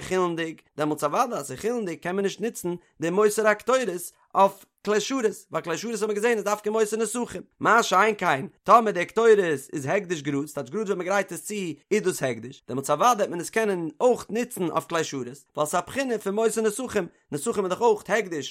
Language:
Yiddish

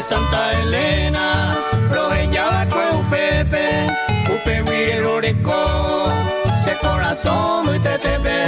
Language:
Guarani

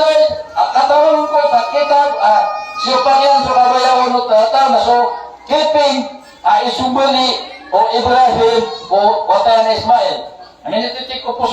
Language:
Maranao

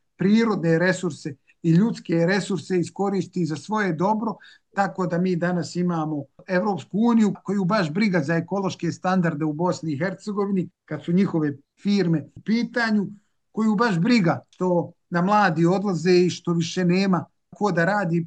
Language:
Bosnian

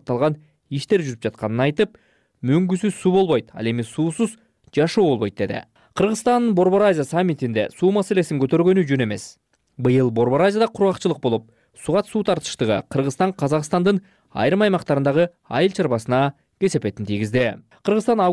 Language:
Kyrgyz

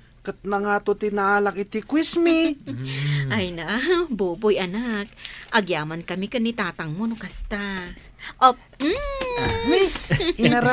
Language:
Iloko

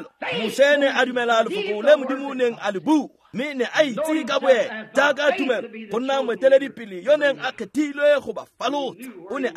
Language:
Tswana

